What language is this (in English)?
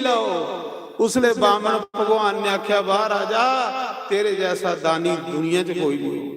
Dogri